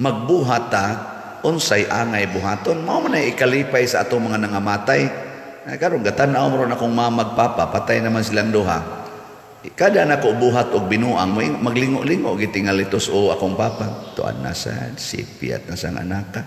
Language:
Cebuano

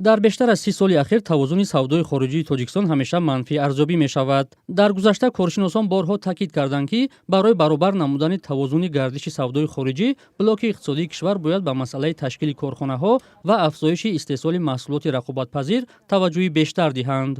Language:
Tajik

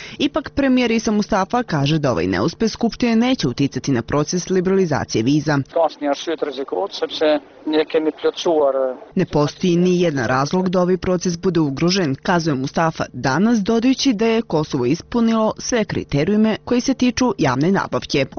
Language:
Bosnian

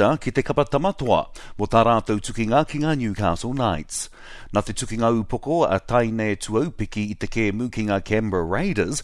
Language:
Māori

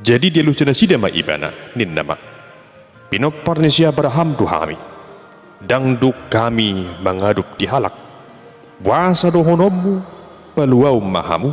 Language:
Batak Toba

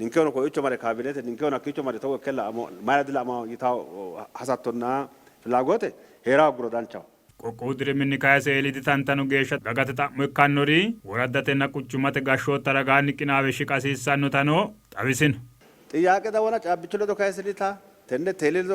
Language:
Sidamo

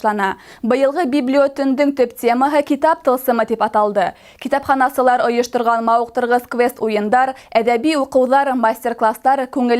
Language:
Bashkir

